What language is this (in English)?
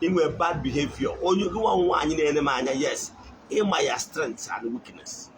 Igbo